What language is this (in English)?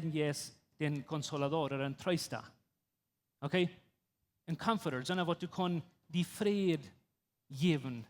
Plautdietsch